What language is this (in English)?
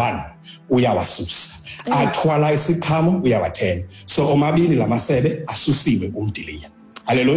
Xhosa